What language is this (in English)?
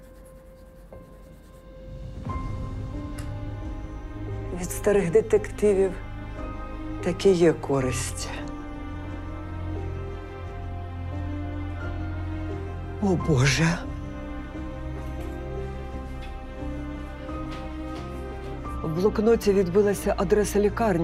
Ukrainian